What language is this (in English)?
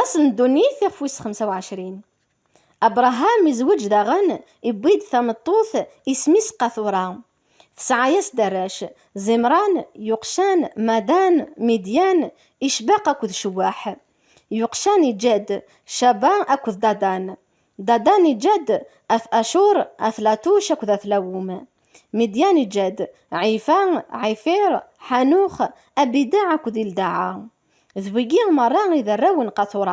Kabyle